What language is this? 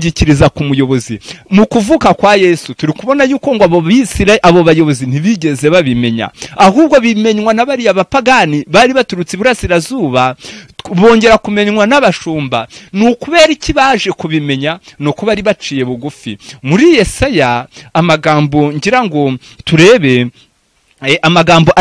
Kinyarwanda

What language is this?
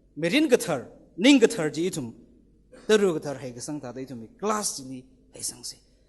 Tangkhul Naga (India)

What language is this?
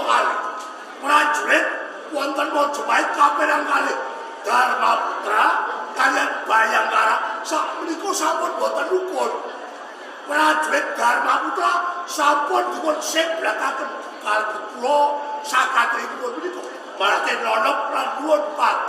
Javanese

